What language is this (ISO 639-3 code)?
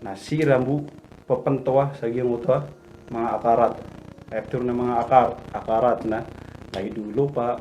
mrw